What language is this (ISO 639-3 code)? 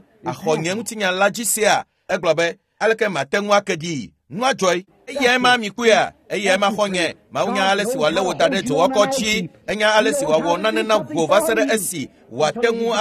ewe